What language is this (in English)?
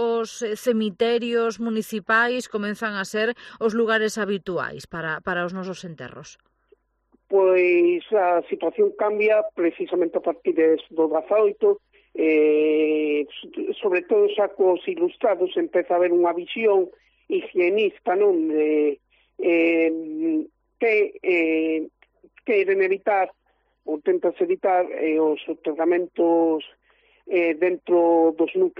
Galician